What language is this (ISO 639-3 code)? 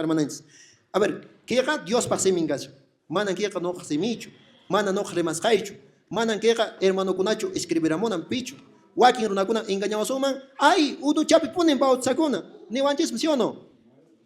que